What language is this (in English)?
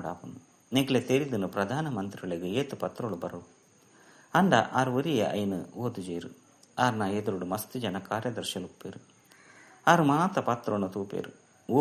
Tulu